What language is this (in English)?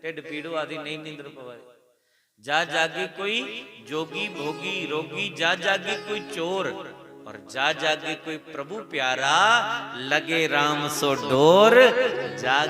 Dogri